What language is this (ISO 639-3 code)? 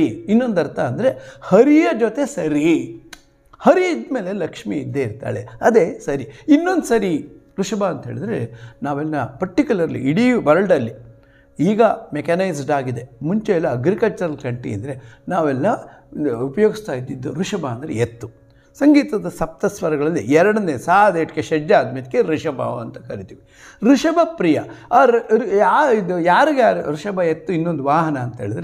kan